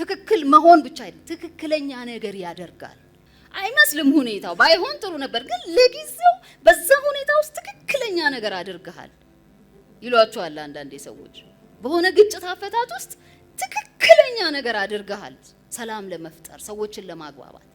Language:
Amharic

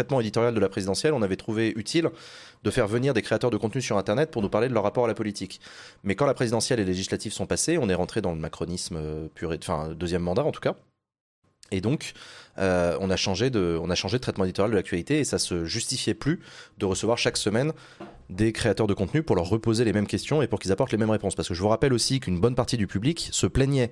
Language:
French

